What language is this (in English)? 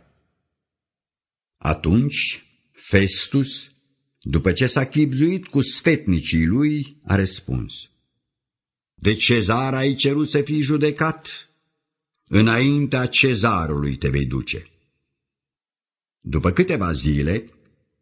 Romanian